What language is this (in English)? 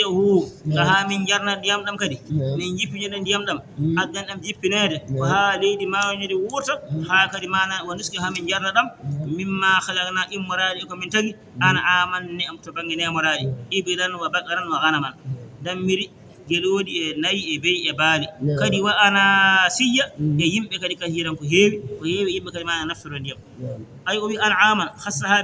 Fula